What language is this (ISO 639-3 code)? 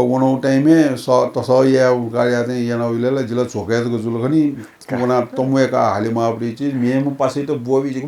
new